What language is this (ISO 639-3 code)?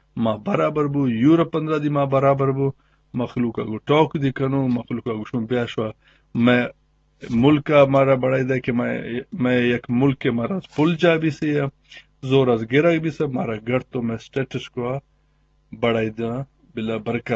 bgp